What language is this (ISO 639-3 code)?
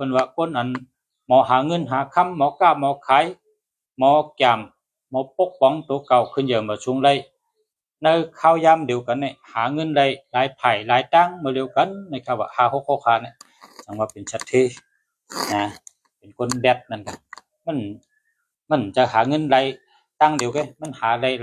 shn